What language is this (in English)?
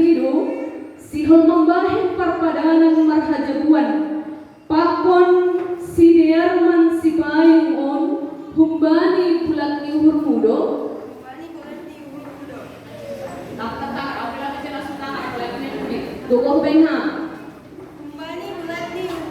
Batak Simalungun